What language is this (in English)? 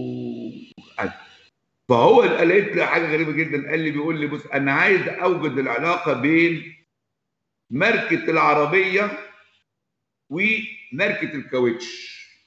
Egyptian Arabic